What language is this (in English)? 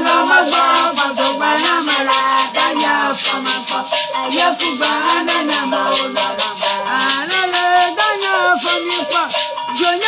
Ewe